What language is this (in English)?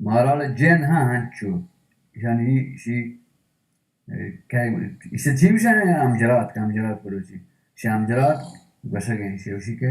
Baluchi